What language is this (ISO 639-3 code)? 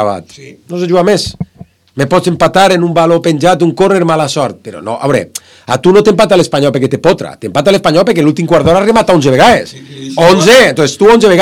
cat